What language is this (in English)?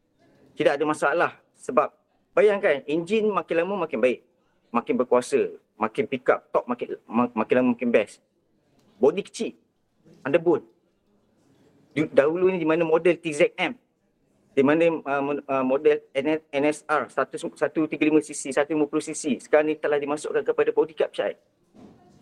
Malay